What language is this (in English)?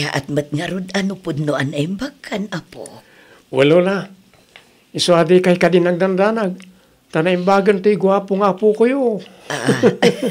Iloko